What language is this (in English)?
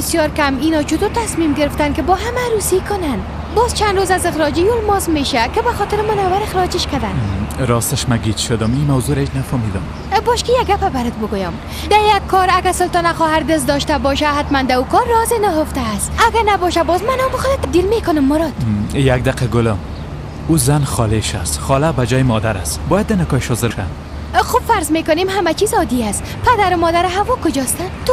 Persian